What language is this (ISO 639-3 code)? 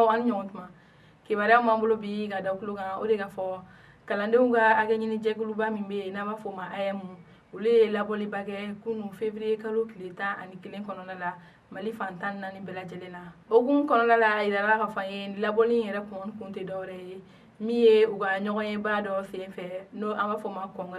bam